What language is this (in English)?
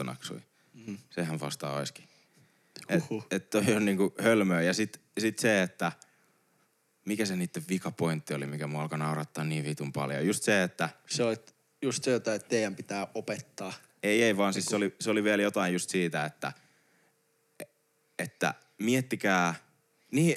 Finnish